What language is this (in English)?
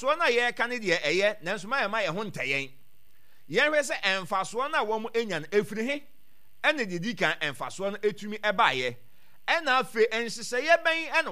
Akan